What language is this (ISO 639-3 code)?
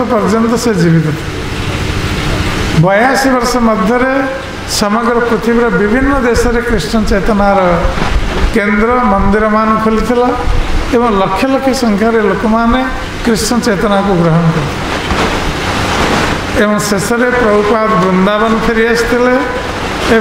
ori